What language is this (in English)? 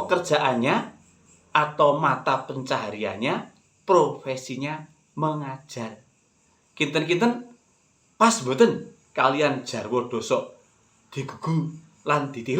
Javanese